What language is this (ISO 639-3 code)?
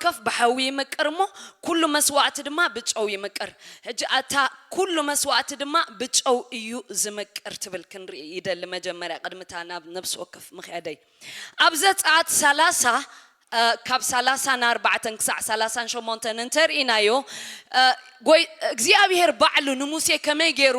tir